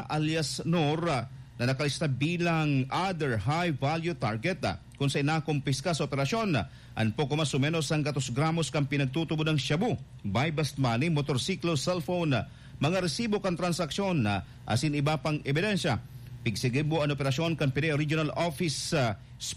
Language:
Bikol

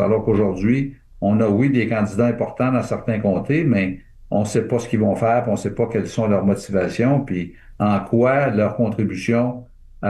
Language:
French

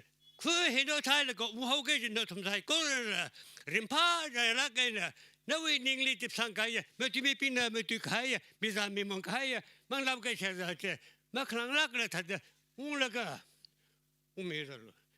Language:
Tangkhul Naga (India)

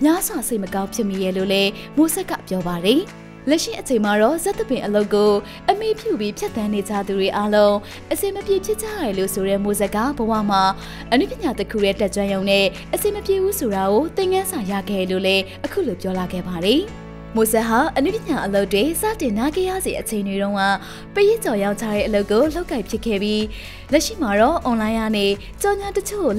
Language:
Burmese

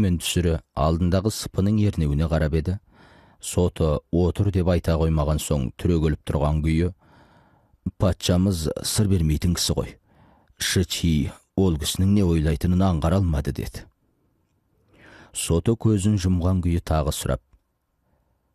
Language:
Kazakh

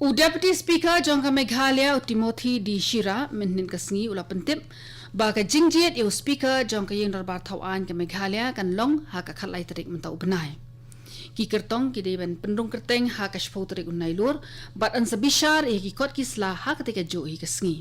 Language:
Khasi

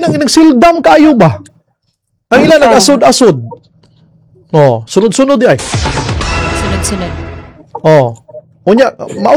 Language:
Cebuano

